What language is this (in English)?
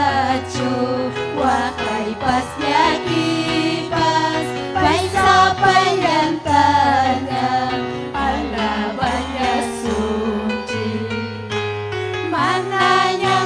Ayacucho Quechua